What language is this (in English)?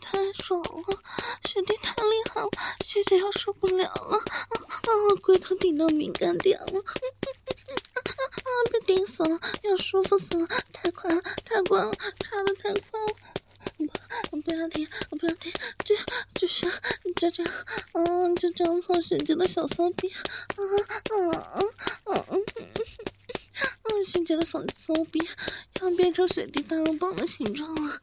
Chinese